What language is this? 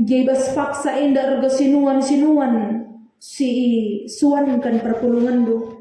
Batak Karo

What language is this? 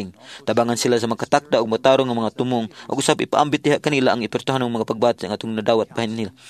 Cebuano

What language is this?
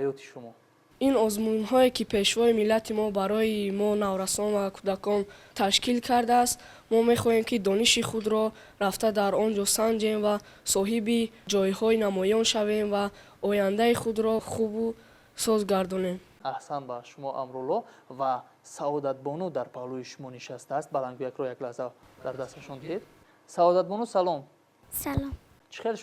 Tajik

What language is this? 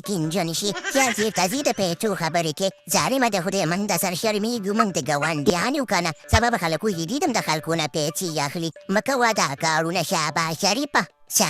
Pashto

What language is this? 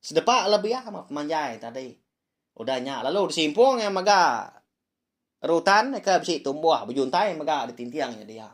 Iban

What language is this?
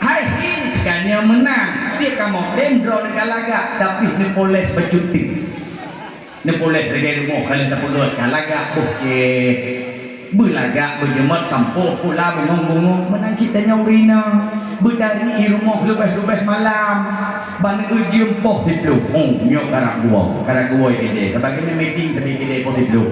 Achinese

